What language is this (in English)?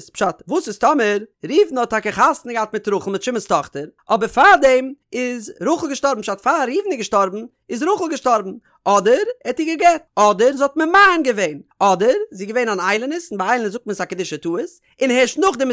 Yiddish